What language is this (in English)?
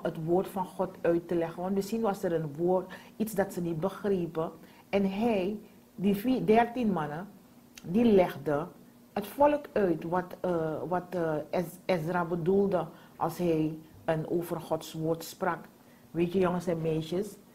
Dutch